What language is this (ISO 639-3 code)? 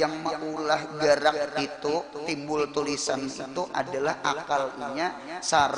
bjn